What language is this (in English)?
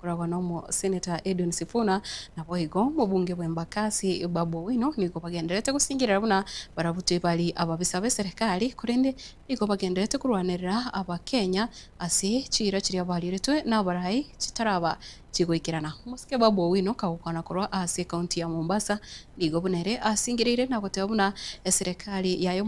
Gusii